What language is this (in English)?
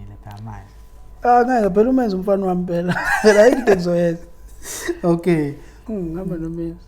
Zulu